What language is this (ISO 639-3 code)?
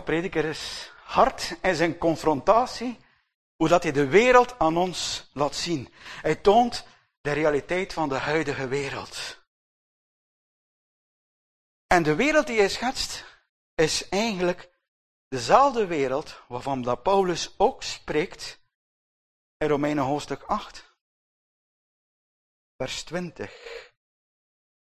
nld